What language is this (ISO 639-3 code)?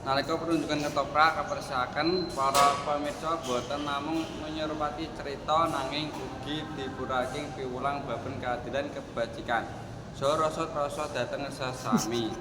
jav